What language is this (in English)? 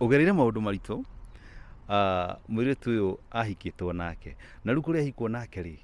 Kikuyu